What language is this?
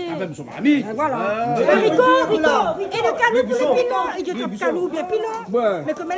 Réunion Creole French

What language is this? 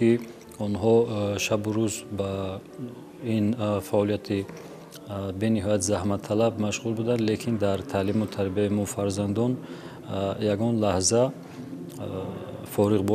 Tajik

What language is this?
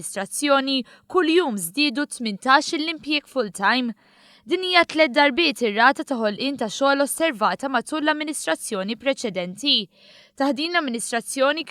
Maltese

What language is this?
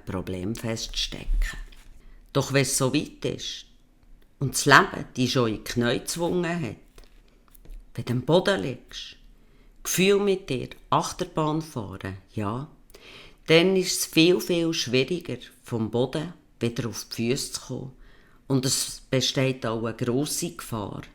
Swiss German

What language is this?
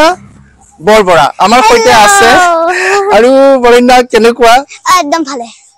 Assamese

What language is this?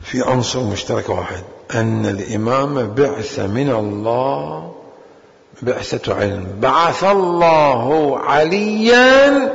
Mesopotamian Arabic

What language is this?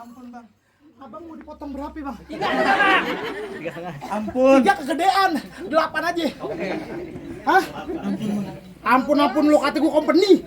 Betawi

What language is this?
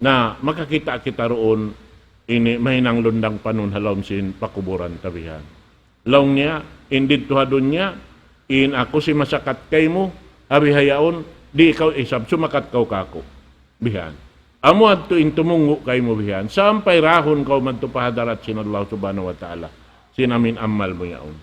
Tausug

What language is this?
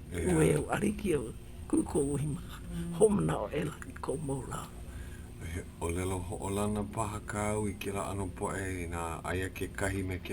Hawaiian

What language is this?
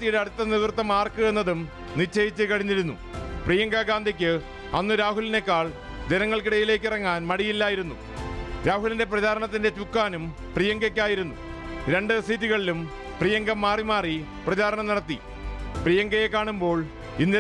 Malayalam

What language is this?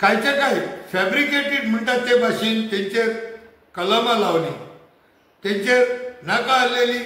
Konkani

